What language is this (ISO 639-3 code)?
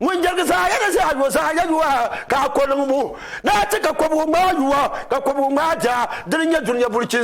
dag